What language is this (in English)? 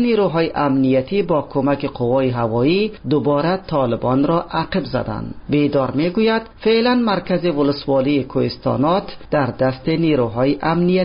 Persian